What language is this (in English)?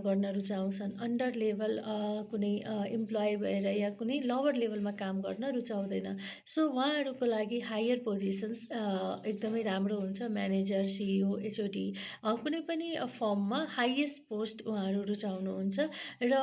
Nepali